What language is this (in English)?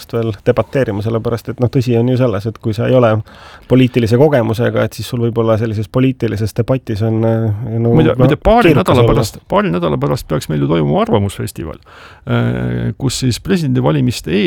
Estonian